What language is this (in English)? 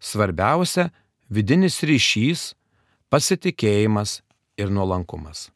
Lithuanian